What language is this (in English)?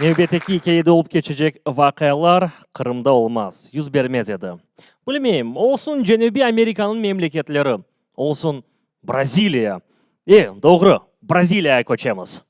Crimean Tatar